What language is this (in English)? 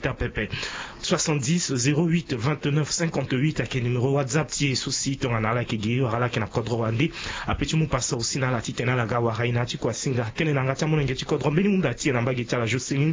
Sango